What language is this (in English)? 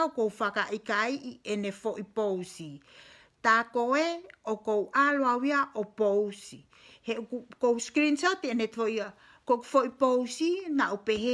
Tongan